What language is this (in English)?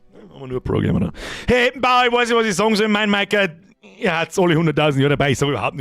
Bavarian